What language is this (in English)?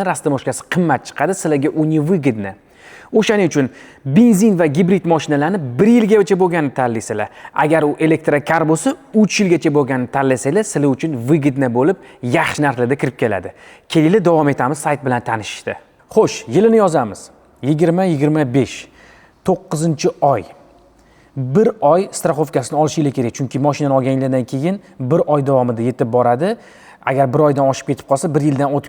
Uzbek